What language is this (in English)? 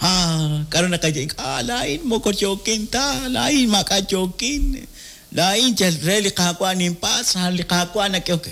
Kekchí